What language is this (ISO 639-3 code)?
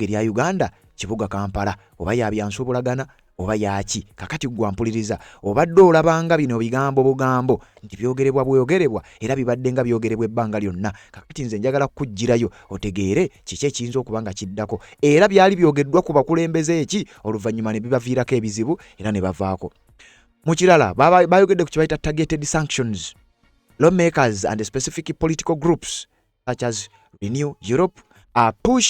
lug